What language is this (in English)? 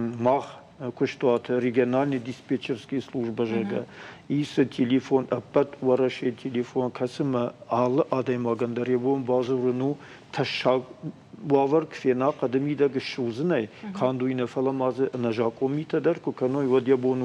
Ossetic